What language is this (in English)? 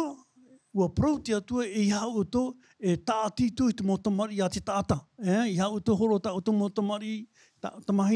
Tahitian